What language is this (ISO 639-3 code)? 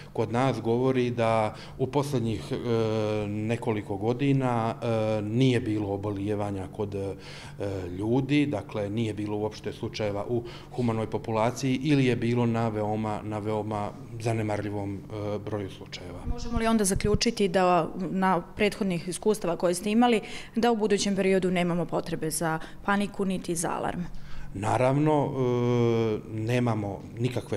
bos